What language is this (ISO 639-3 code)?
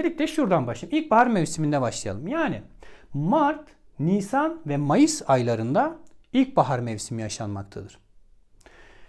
tur